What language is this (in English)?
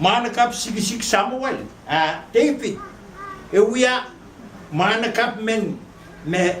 Pohnpeian